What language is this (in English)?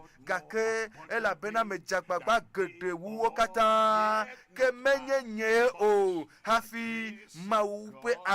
Ewe